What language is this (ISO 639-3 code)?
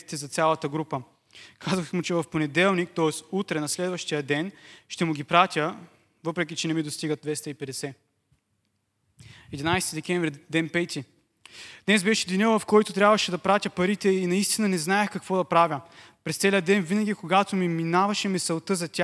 bul